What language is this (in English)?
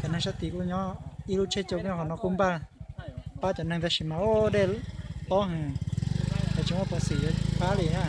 Hmong